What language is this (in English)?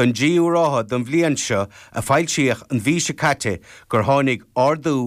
Irish